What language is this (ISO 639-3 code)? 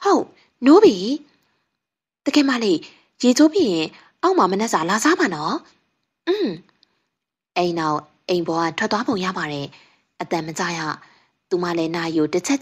mya